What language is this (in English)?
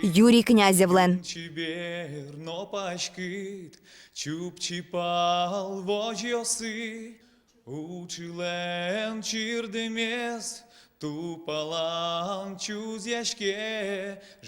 Udmurt